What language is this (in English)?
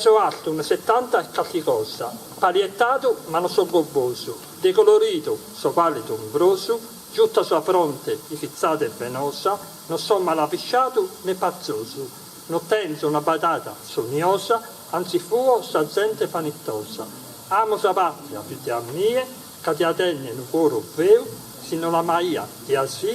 Sardinian